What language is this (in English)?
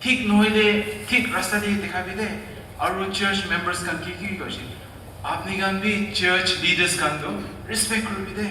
Naga Pidgin